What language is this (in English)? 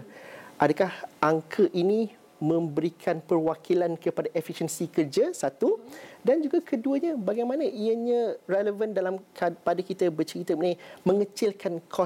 Malay